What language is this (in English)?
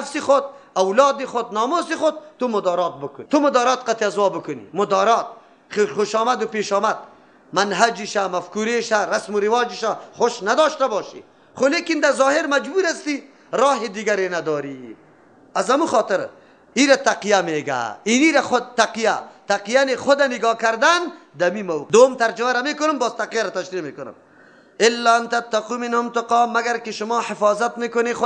Persian